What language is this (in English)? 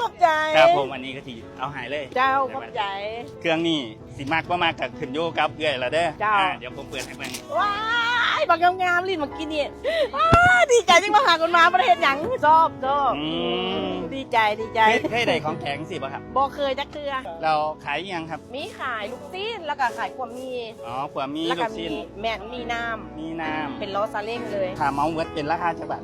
Northeastern Thai